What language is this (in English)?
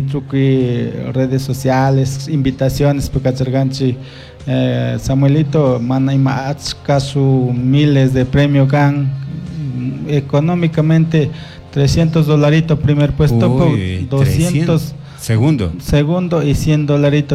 Chimborazo Highland Quichua